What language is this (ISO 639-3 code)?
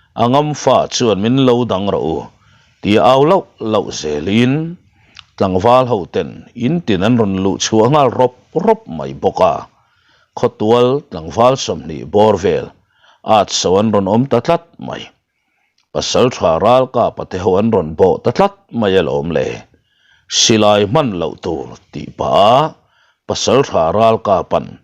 lus